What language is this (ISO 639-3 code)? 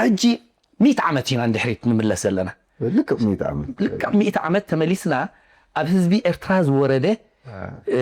tir